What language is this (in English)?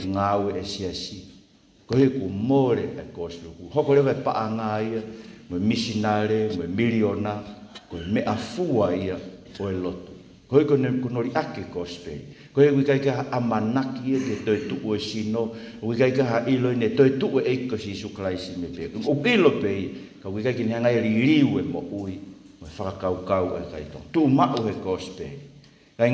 Tongan